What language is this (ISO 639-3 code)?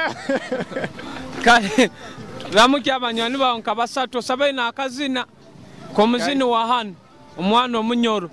nyo